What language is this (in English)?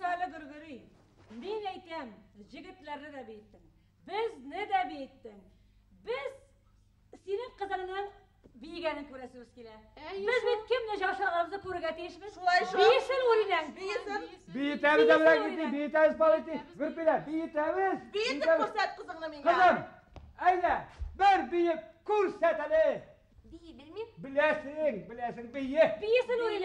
Bashkir